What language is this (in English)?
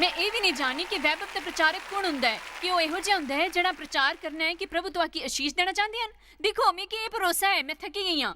Dogri